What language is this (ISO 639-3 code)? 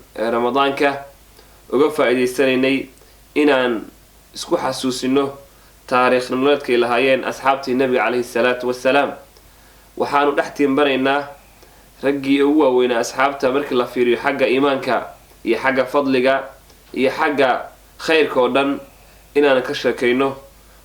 som